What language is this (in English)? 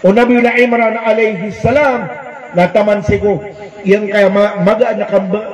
Maranao